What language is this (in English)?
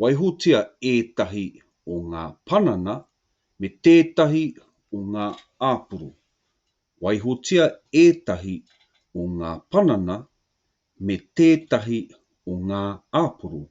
Māori